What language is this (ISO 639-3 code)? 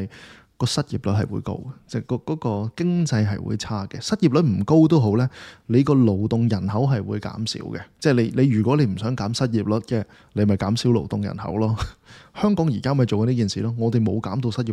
yue